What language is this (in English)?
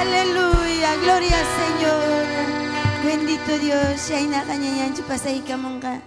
Ayacucho Quechua